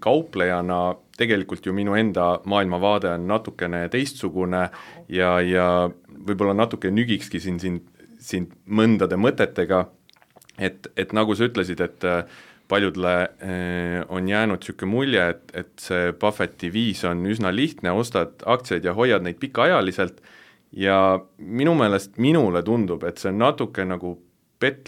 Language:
Estonian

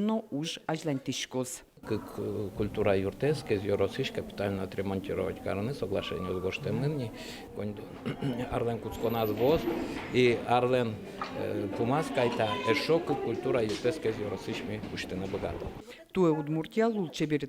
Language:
Udmurt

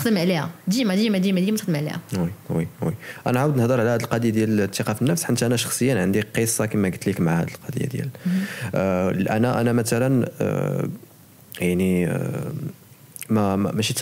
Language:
Moroccan Arabic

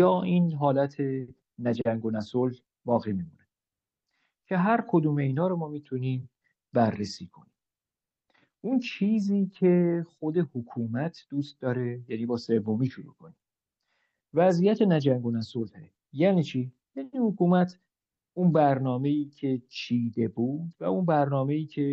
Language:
Persian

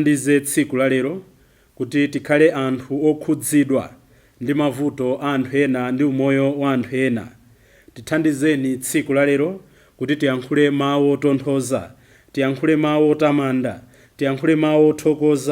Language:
Nyanja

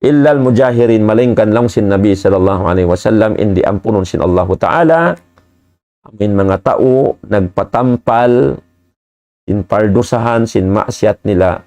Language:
Tausug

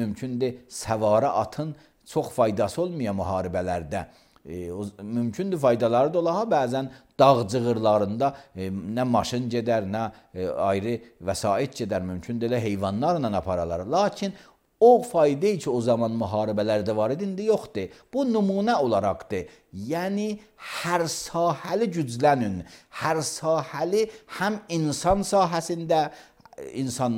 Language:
Azerbaijani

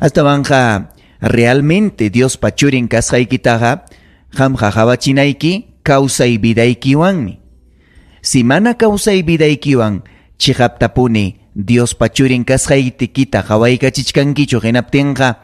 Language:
Ayacucho Quechua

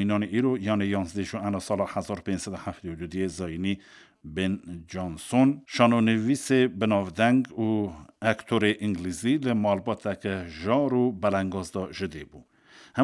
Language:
Kurdish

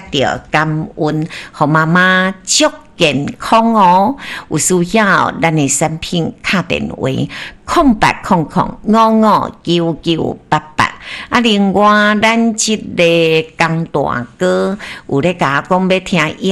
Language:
Min Nan Chinese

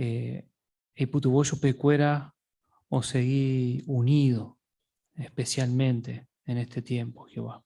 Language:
Guarani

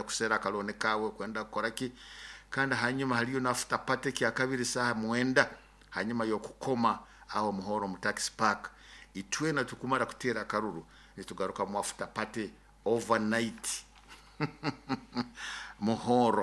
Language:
Nyoro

